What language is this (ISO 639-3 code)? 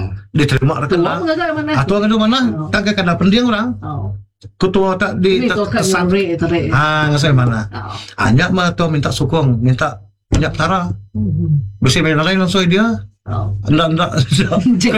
iba